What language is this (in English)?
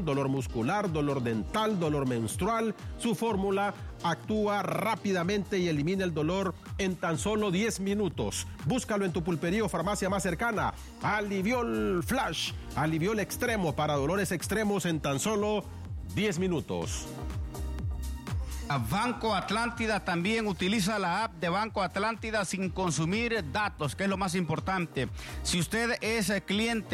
Spanish